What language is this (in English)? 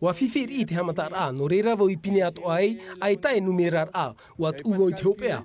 Tahitian